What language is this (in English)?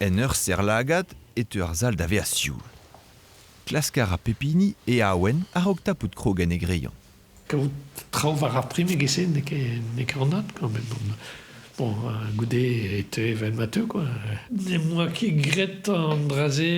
Breton